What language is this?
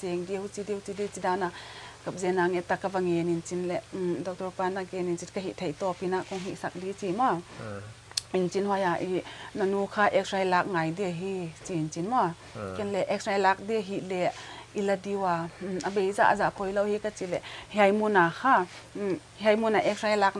Paite Chin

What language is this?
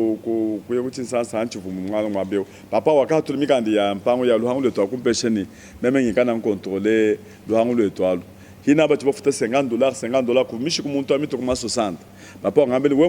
Luba-Lulua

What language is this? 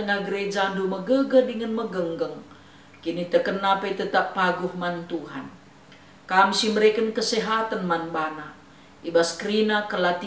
Batak Karo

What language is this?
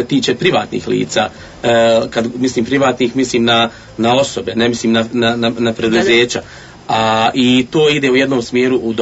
Bosnian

